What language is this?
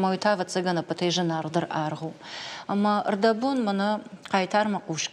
Ossetic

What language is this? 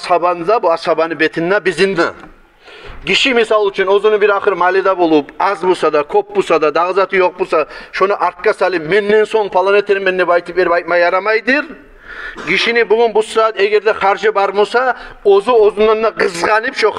Kumyk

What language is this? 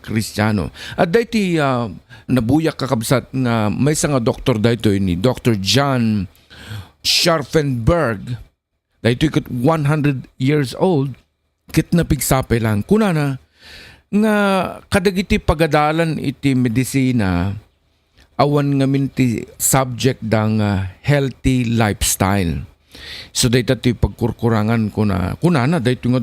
Iloko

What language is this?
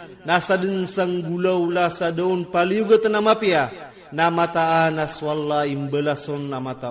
Iranun (Philippines)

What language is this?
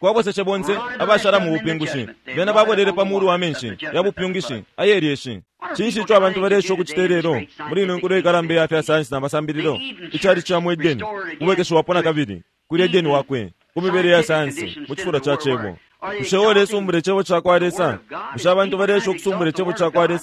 Bemba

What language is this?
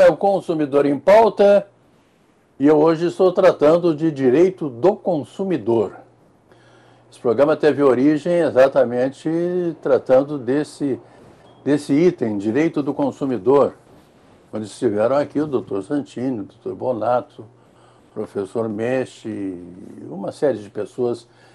Portuguese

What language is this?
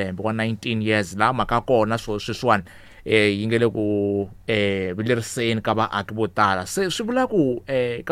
Tsonga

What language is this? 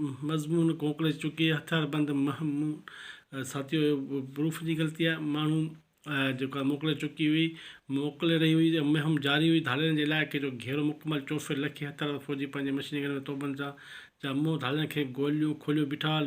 Sindhi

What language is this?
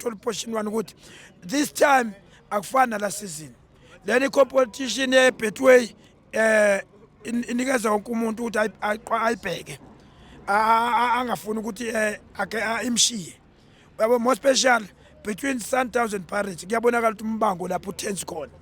Zulu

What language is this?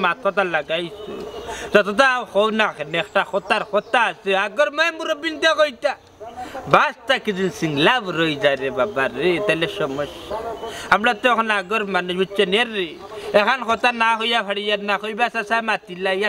Sylheti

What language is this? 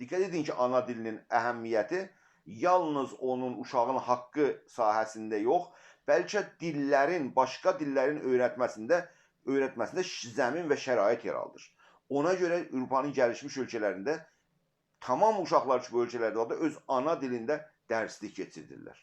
South Azerbaijani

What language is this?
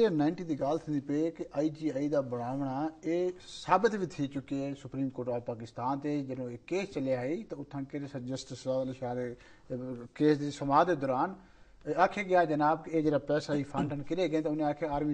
Urdu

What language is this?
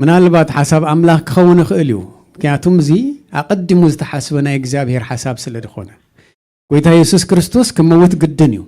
Tigrinya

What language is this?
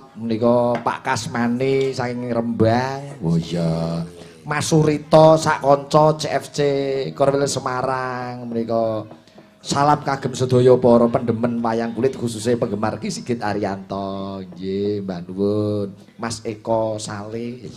Javanese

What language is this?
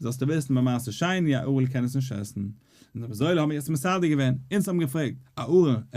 Yiddish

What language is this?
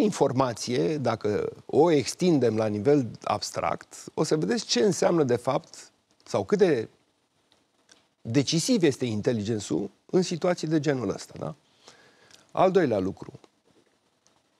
Romanian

